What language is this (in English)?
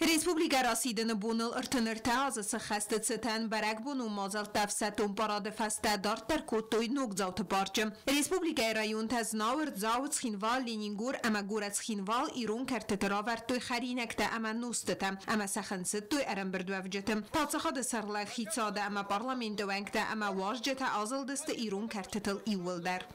Ossetic